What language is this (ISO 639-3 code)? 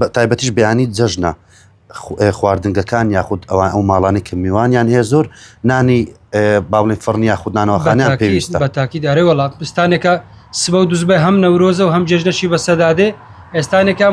ckb